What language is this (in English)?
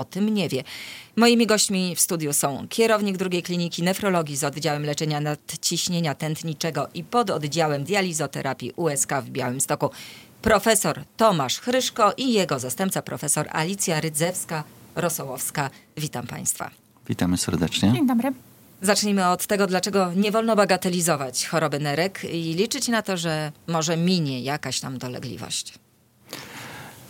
Polish